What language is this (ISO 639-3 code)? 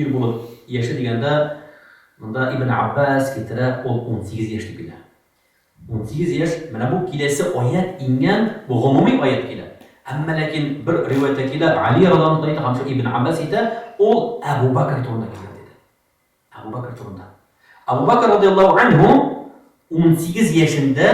tat